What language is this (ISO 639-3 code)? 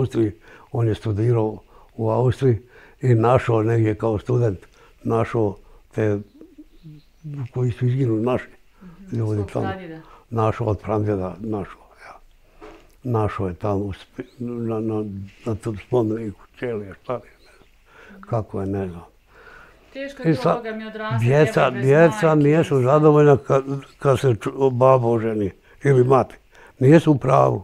bos